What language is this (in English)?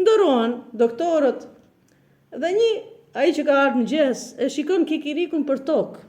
Albanian